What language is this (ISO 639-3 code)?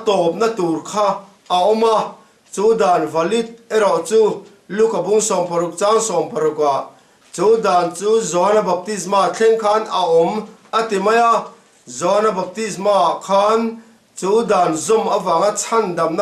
lus